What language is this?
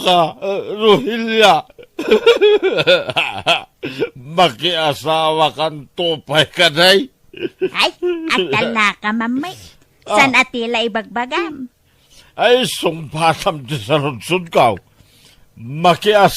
Iloko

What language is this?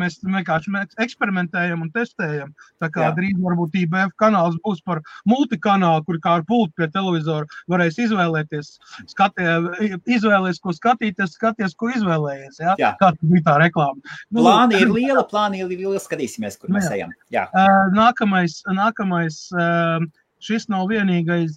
Latvian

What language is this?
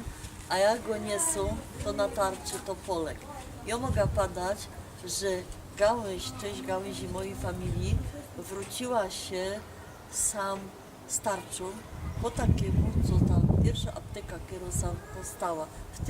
Silesian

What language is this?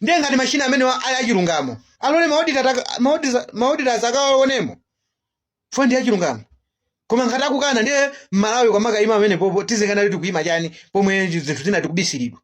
Nyanja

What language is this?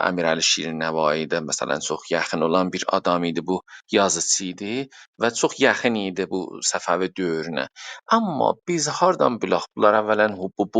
South Azerbaijani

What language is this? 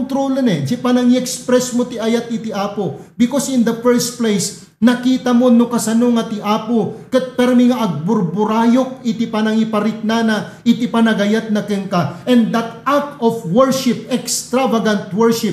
Iloko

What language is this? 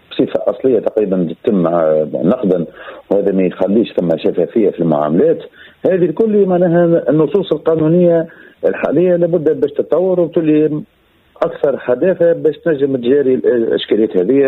Tunisian Arabic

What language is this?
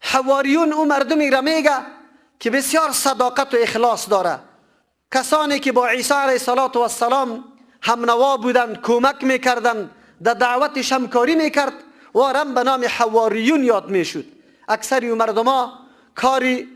Persian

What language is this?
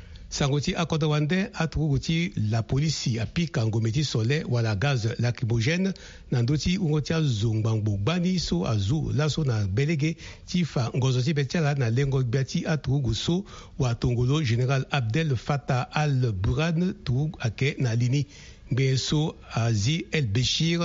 Sango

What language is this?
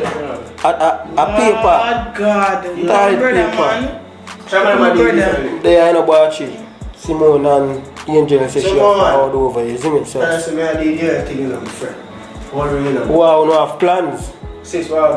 Jamaican Creole English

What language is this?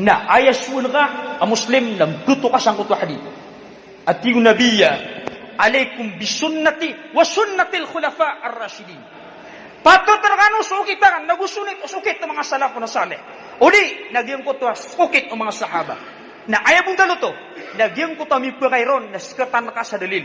Maranao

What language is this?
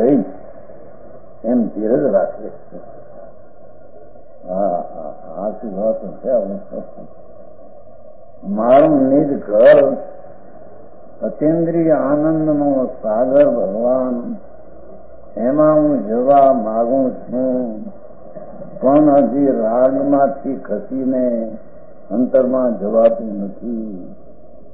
Gujarati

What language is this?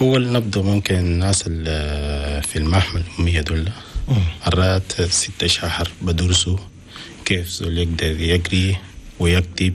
Chadian Arabic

